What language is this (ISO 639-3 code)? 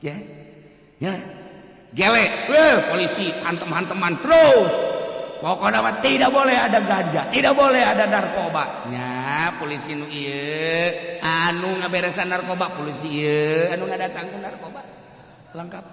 sun